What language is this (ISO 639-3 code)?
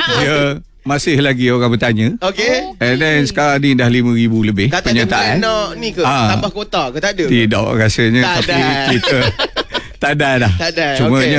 msa